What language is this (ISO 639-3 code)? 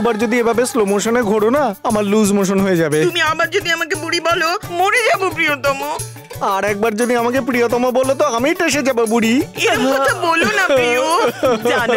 ben